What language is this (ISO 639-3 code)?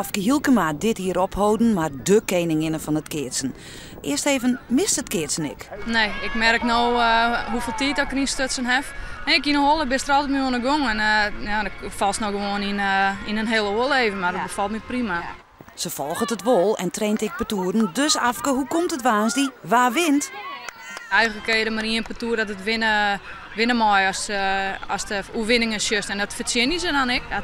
fry